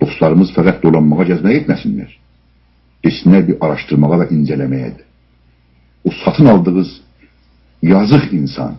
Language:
South Azerbaijani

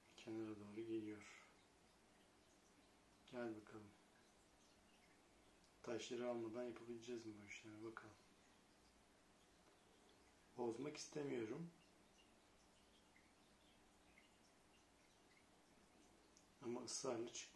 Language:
Turkish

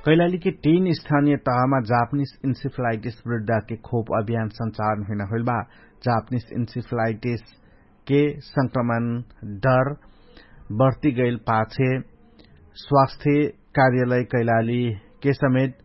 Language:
Dangaura Tharu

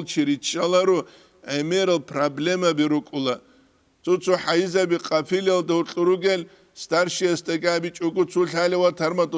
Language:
Avaric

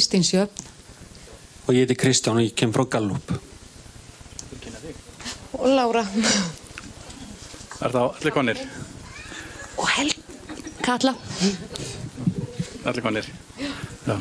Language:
Icelandic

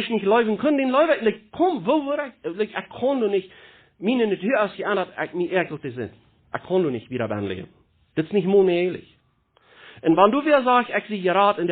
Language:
Plautdietsch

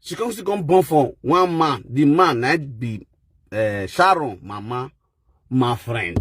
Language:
Nigerian Pidgin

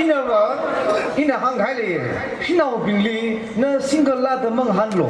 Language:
Tangkhul Naga (India)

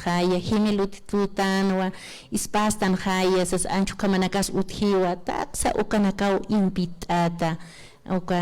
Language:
Aymara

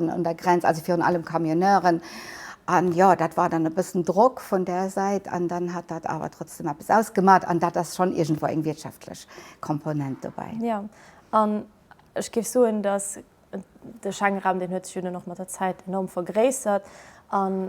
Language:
Luxembourgish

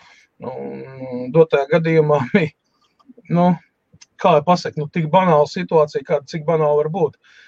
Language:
Latvian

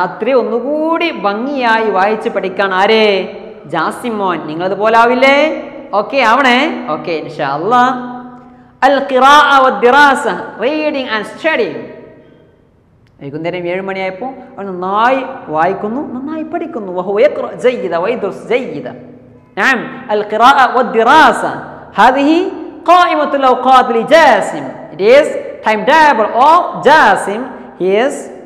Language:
Malayalam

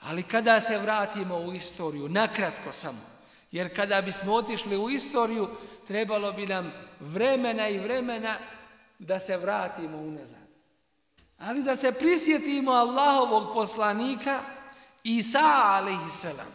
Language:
Bosnian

